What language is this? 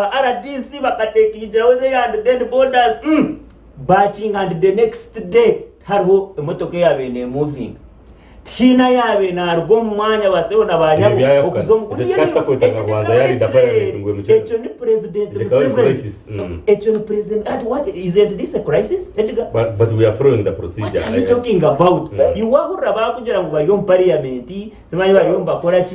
Nyankole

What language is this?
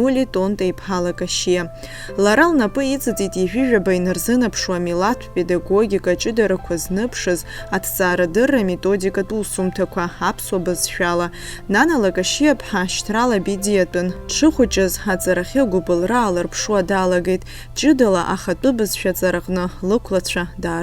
Abkhazian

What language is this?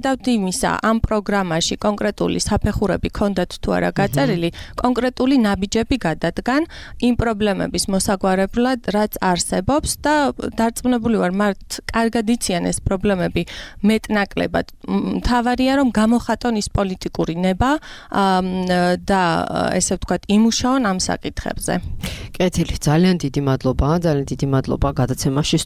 Georgian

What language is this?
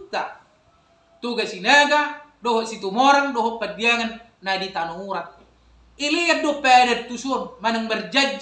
Batak Toba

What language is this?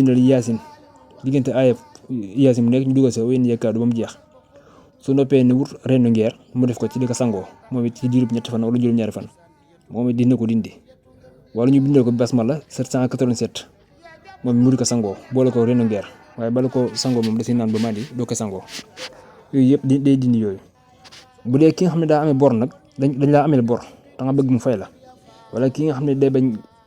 Wolof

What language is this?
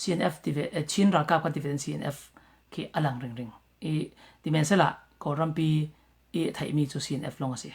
Falam Chin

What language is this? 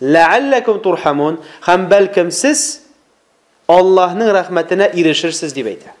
Tatar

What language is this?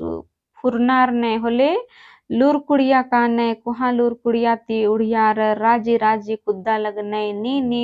Kurukh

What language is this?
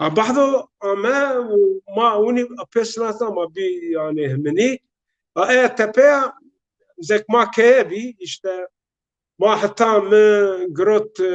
Zaza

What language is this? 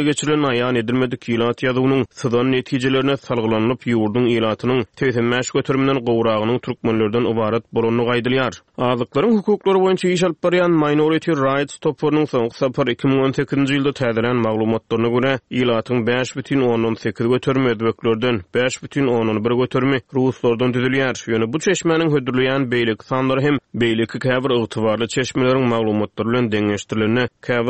Turkmen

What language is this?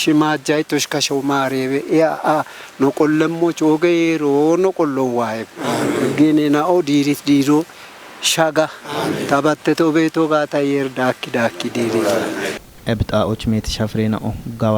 Kafa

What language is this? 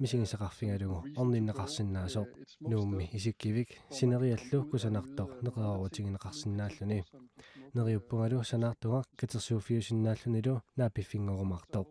Kalaallisut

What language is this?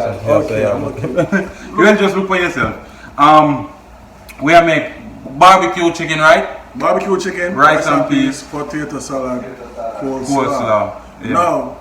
Jamaican Creole English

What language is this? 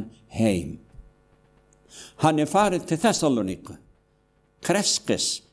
Icelandic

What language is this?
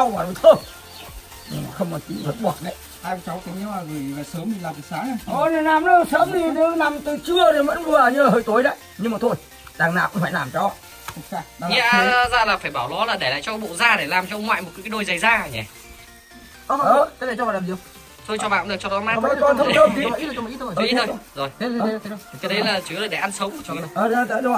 Vietnamese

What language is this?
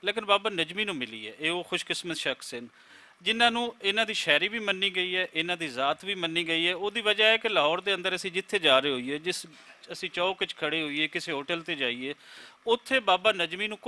Western Panjabi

